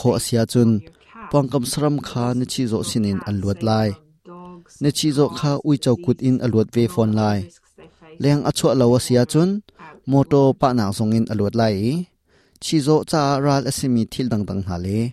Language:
Hakha Chin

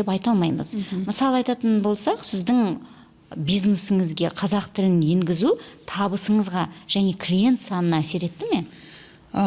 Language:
Kazakh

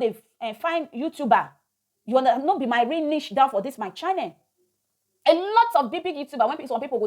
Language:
Nigerian Pidgin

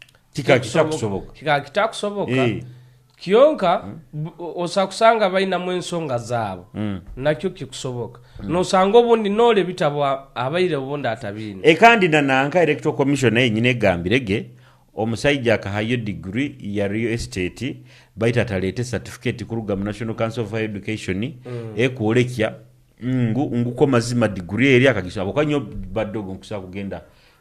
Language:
Nyoro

